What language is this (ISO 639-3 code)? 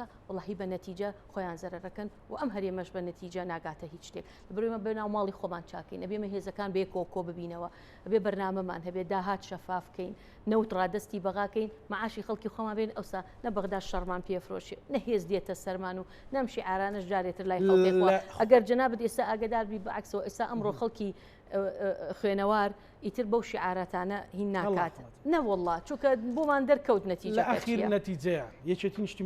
ckb